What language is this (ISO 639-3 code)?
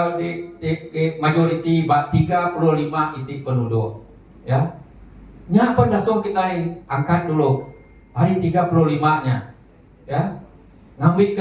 iba